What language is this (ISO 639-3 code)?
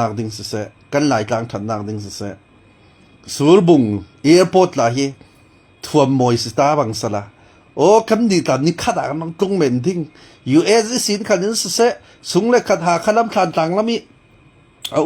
cfm